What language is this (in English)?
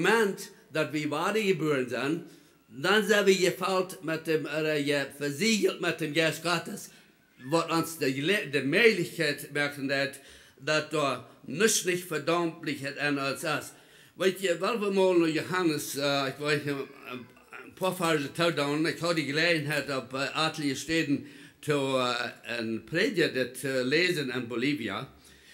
Plautdietsch